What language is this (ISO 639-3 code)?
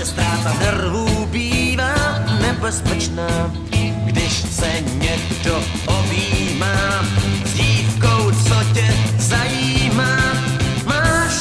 ces